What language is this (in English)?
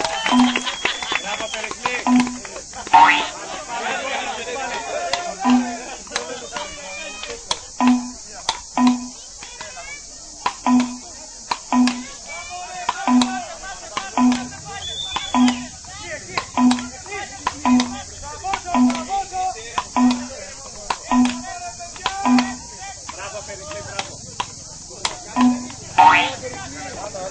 Greek